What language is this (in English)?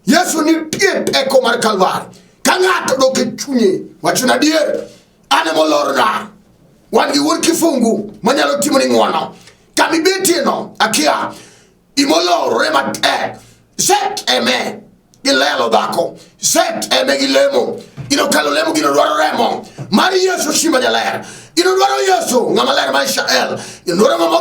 Luo (Kenya and Tanzania)